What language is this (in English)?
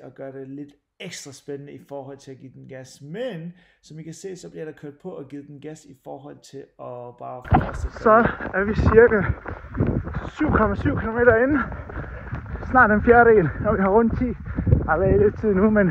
Danish